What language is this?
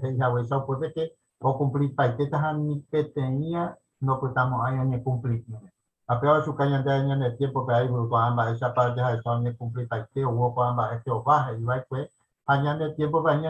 Guarani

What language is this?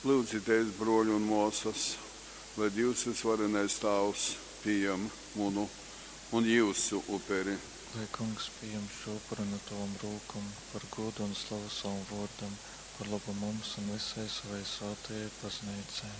Latgalian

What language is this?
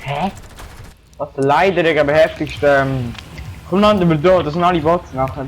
Swiss German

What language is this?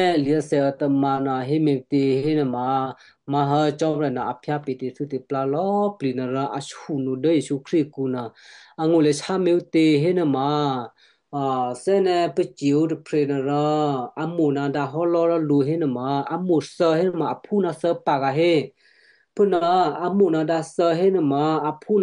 Western Kayah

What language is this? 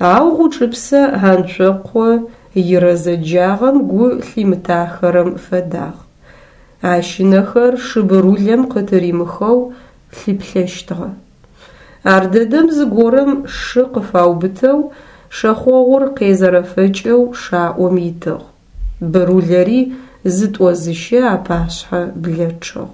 Adyghe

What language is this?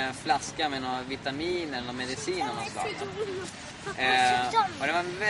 Swedish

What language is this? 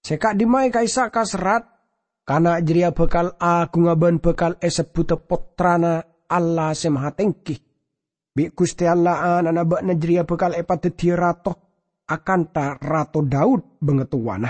Madurese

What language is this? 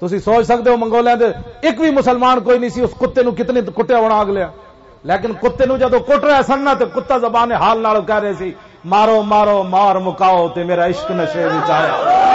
Western Panjabi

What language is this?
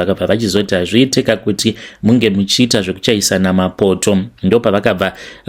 Shona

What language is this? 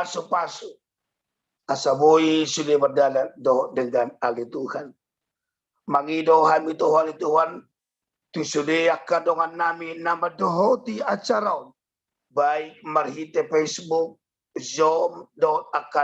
Batak Toba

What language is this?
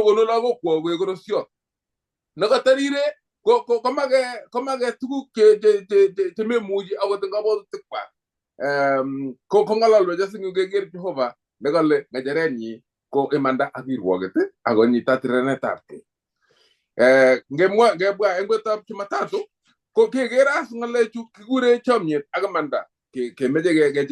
Kalenjin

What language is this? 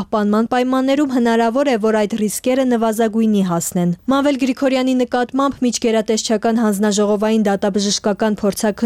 Armenian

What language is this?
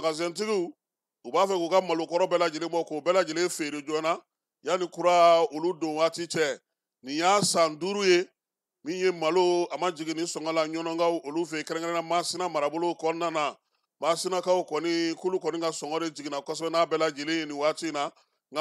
Bambara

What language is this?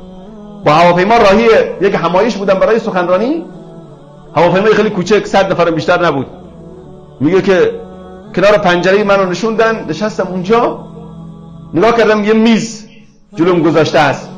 Persian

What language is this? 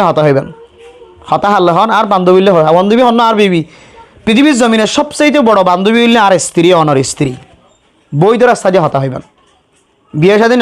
Rohingya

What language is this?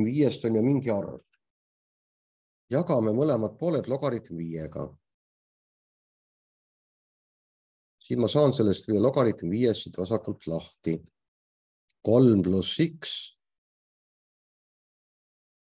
Estonian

